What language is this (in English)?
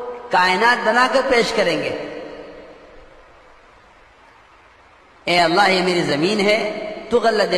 Urdu